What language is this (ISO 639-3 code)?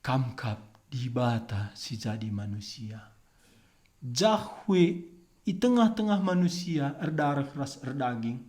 btx